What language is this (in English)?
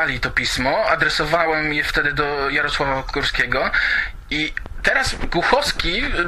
Polish